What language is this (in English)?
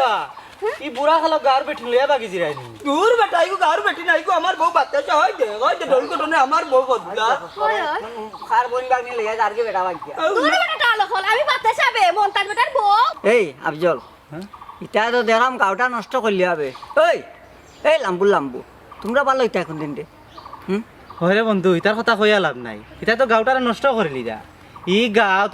Sylheti